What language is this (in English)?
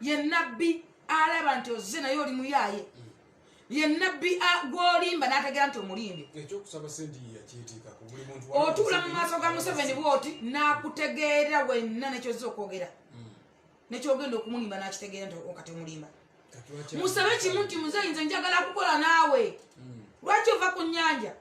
Ganda